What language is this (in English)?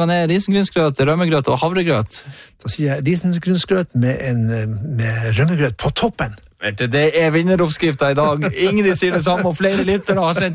Norwegian